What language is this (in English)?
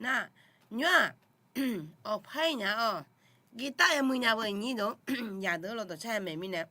Akha